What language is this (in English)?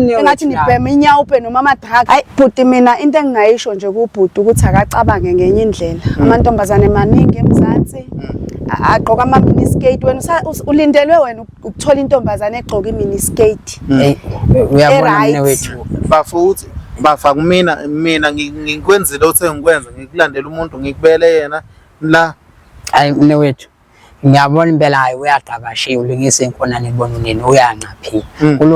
Zulu